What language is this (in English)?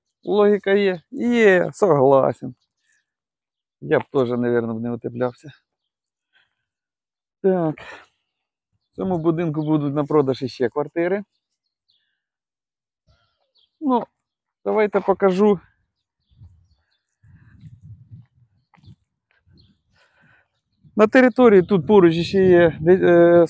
Ukrainian